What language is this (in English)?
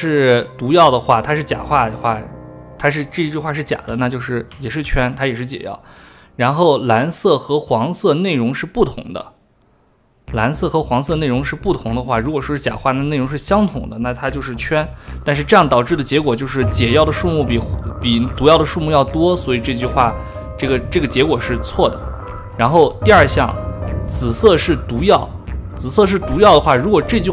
Chinese